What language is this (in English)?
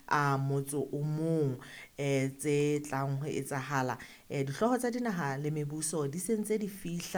Southern Sotho